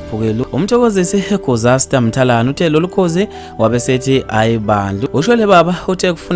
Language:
Zulu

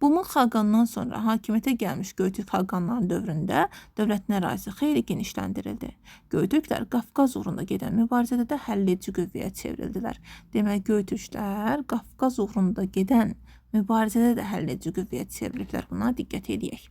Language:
Azerbaijani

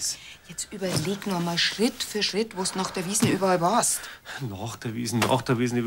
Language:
Bavarian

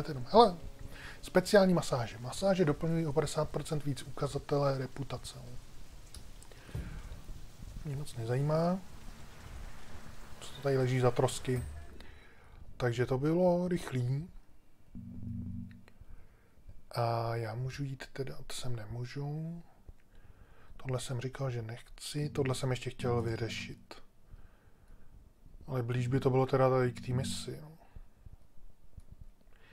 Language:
Czech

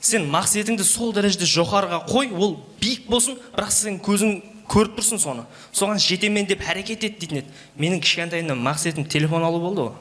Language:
Kara-Kalpak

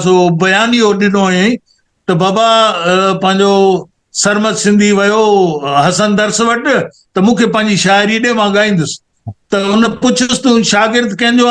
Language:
Sindhi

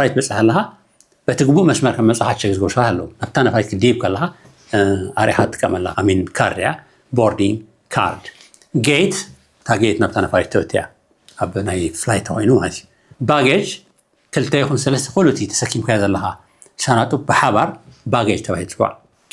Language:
Tigrinya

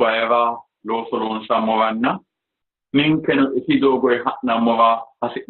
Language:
Sidamo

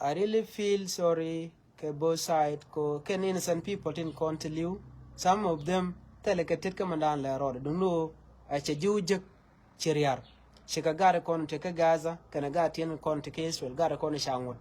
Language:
Nuer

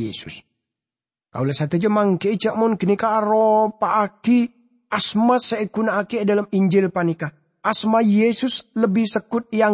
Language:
Madurese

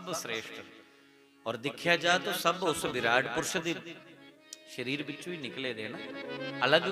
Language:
Dogri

